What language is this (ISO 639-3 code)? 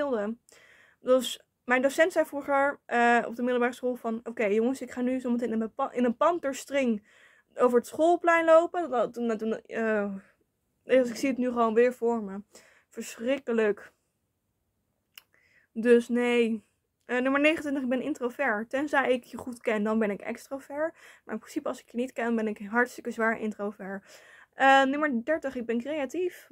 nld